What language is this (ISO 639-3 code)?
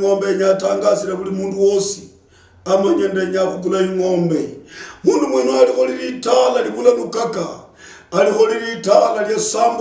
luy